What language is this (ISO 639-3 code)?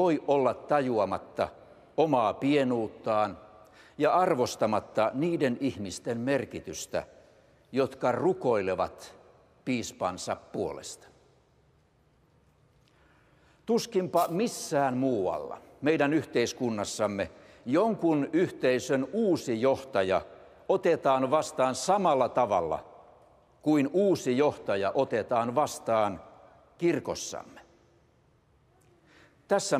fin